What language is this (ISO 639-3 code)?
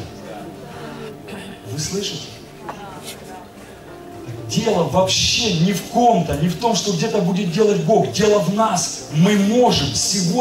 rus